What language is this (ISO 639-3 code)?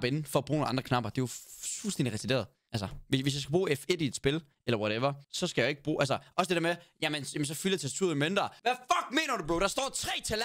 dan